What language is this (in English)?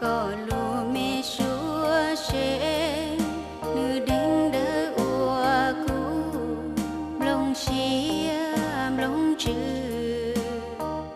Hmong